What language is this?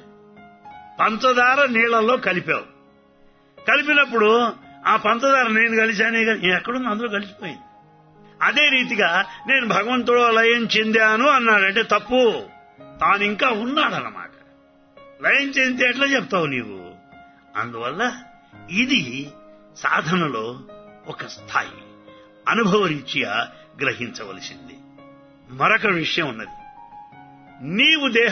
Telugu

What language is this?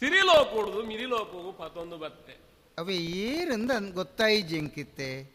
Tulu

